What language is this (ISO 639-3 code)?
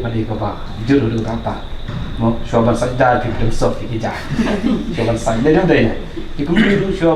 kha